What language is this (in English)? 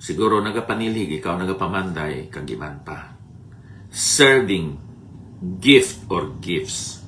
Hiligaynon